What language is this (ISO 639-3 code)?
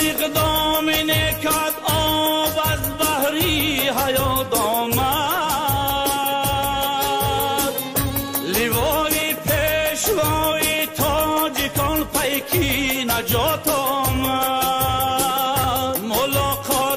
tgk